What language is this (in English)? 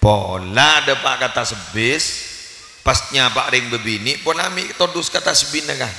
Madurese